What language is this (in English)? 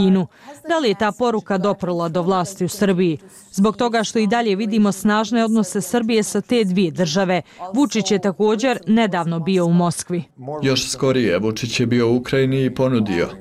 Bosnian